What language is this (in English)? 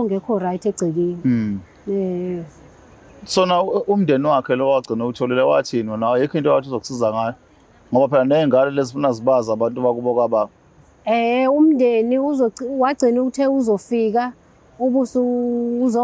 Zulu